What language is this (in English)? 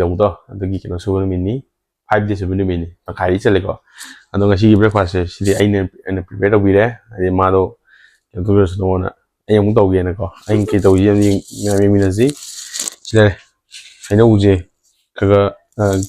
Manipuri